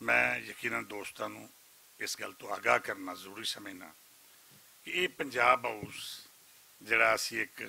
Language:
Western Panjabi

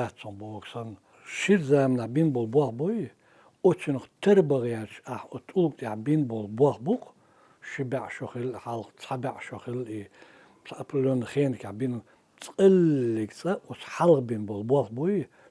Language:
Chechen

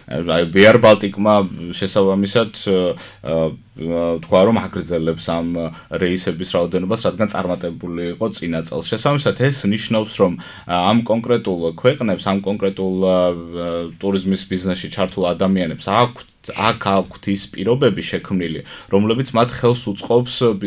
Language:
Georgian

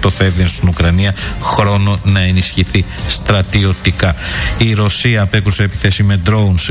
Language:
Greek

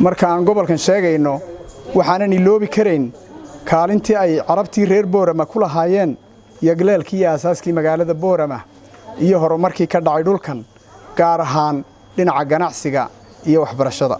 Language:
Somali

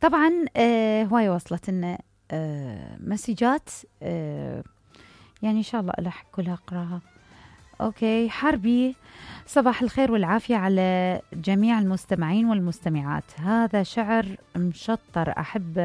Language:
Mesopotamian Arabic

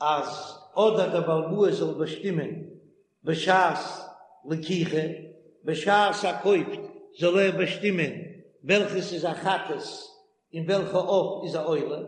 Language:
Yiddish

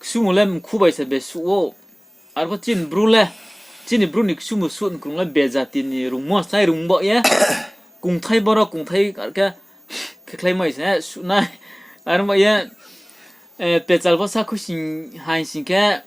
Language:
Riang (India)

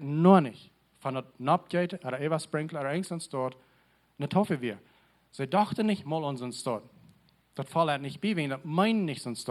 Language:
Plautdietsch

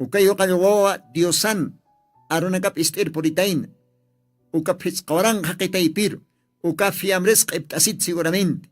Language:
Aymara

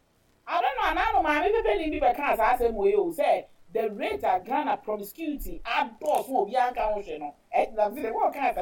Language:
Akan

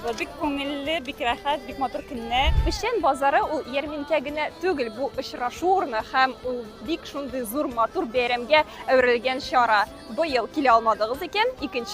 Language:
Tatar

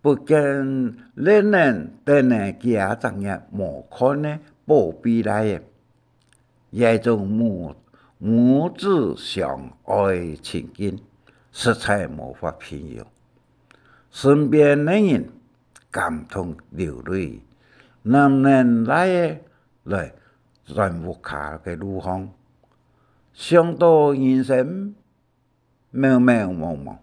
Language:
Hakka Chinese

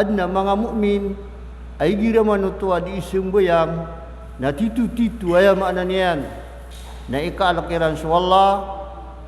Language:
Maranao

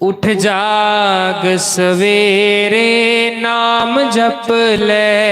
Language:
Dogri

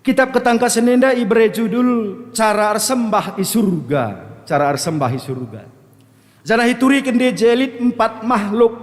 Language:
Batak Karo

